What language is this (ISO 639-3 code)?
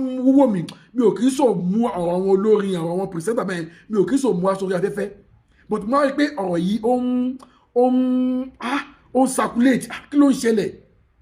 yor